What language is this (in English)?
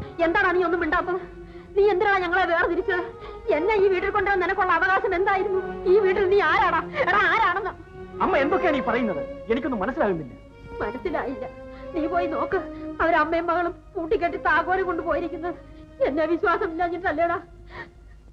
Malayalam